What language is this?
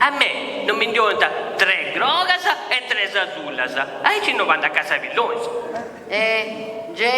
Sardinian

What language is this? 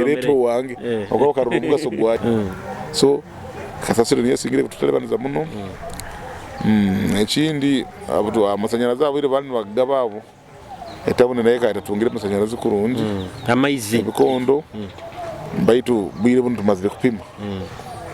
Nyoro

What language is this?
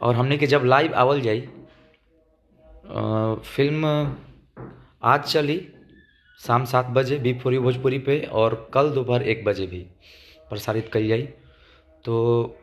Bhojpuri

